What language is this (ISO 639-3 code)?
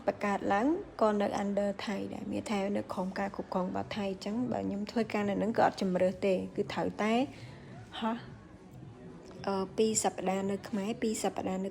khm